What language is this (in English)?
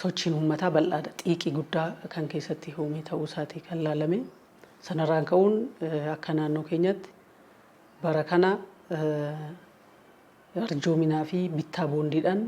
Oromo